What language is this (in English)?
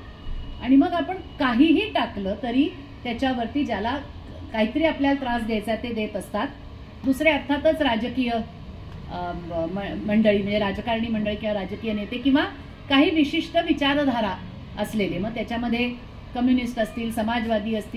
Marathi